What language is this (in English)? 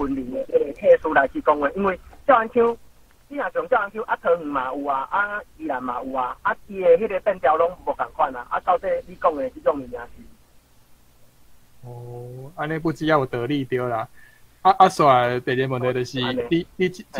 Min Nan Chinese